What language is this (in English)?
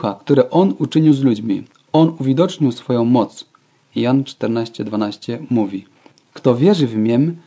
Polish